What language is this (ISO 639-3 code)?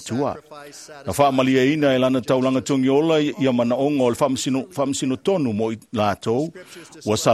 smo